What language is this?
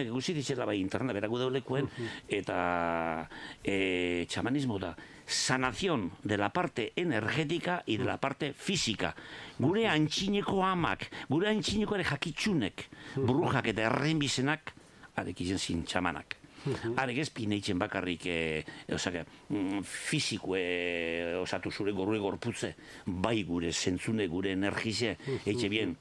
Basque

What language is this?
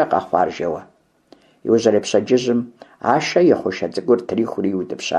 Kabardian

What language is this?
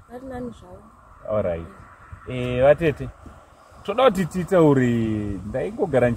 Shona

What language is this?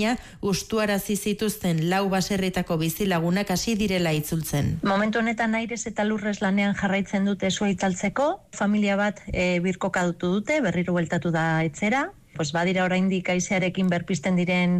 Basque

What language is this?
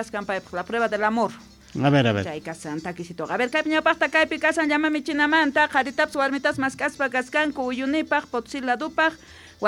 South Bolivian Quechua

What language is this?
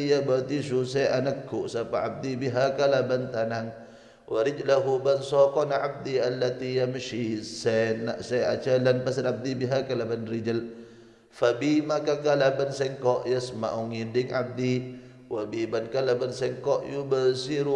Madurese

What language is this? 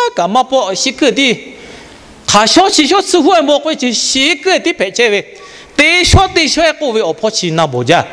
Lahu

